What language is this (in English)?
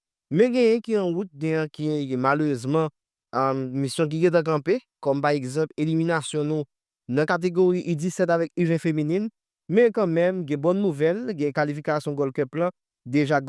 Haitian Creole